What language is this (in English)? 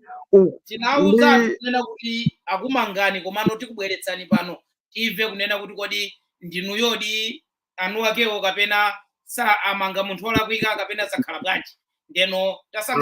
Nyanja